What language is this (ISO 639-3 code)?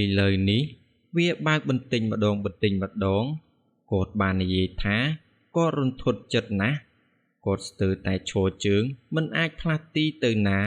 khm